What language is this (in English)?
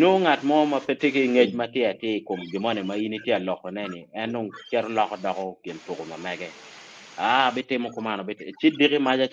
Acoli